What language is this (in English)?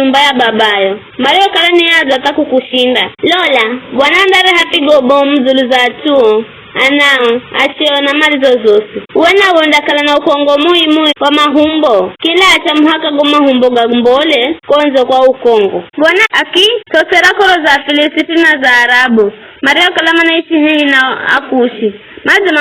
Giryama